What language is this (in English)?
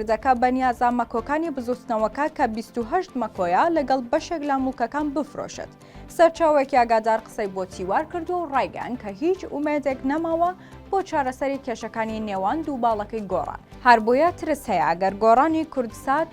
Central Kurdish